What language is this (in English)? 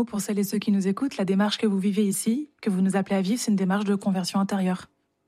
French